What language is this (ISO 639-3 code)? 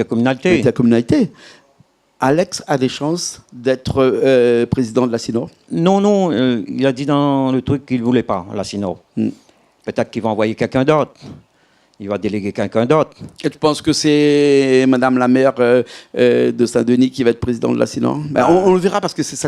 rcf